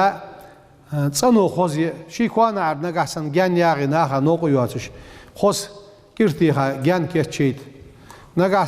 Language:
Ingush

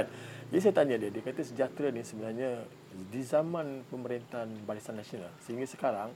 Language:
Malay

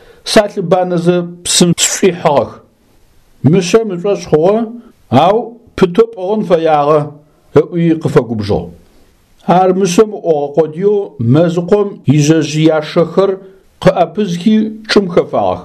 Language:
Adyghe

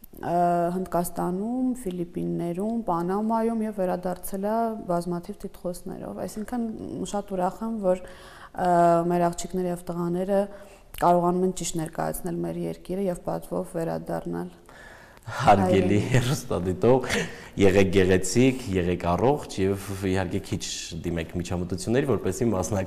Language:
Armenian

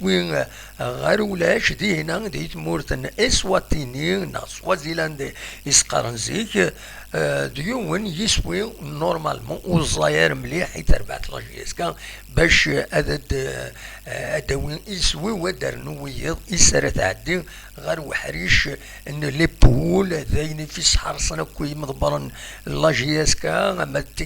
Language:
Kabyle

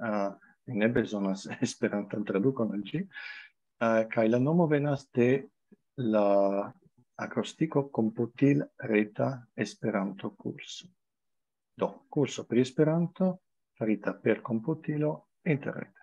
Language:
Esperanto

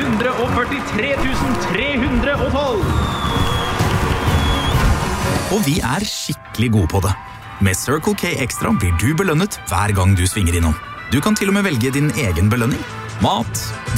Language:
Norwegian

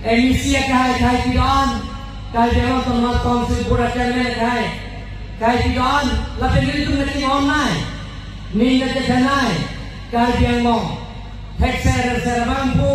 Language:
Karbi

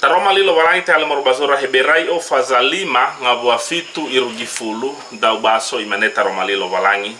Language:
Nias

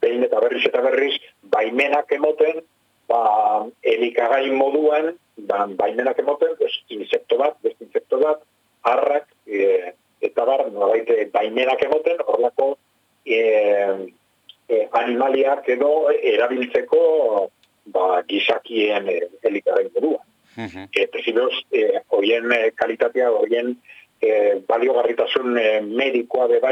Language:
Basque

